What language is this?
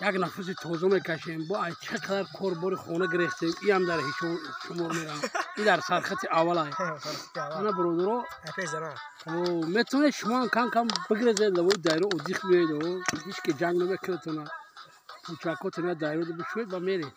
Tajik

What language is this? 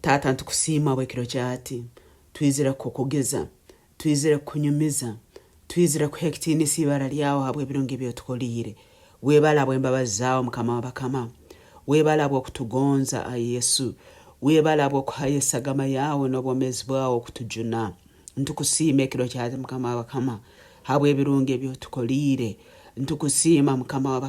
Nyankole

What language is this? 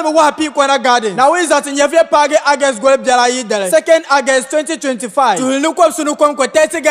Dagbani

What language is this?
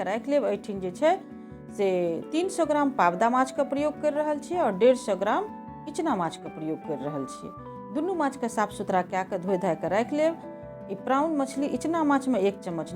Maithili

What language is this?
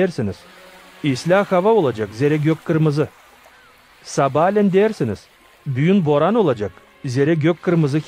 Gagauz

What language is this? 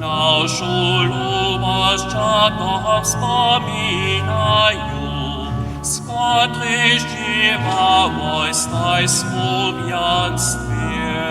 Upper Sorbian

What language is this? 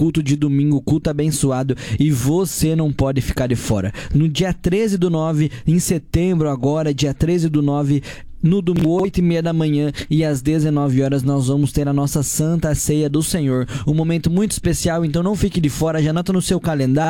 Portuguese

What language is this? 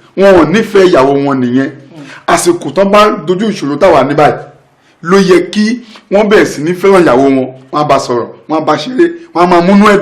Yoruba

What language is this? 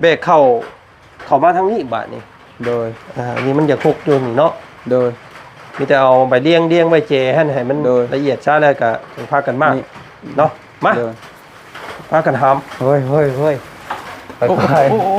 Lao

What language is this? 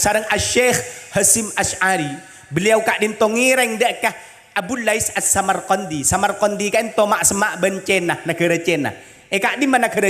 Madurese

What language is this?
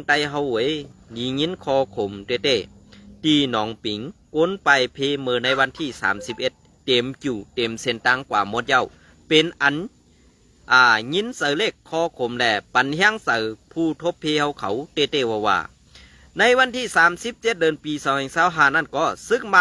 Shan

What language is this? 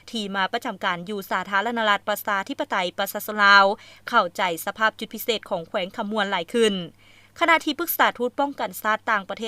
Lao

